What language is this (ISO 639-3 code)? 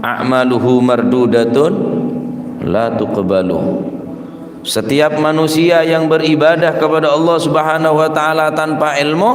mad